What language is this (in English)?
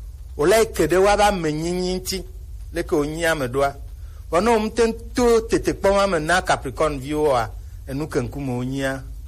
Gen